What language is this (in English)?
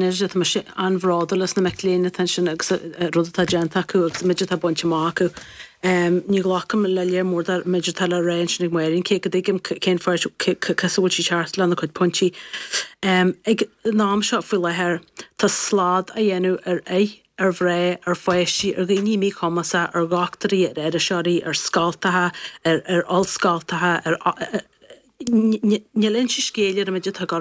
Irish